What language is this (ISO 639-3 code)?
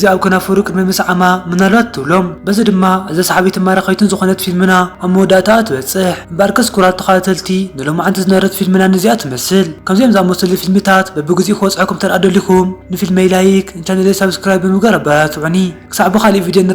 tir